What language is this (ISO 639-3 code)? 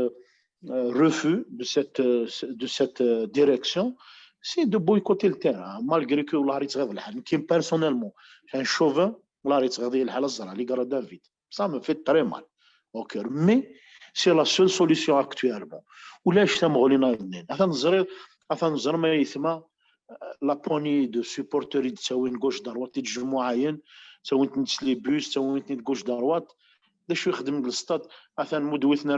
kab